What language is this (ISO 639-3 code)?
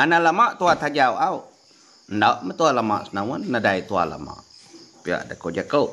iba